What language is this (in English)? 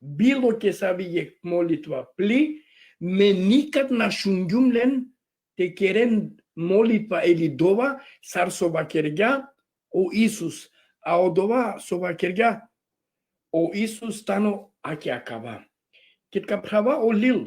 Balkan Romani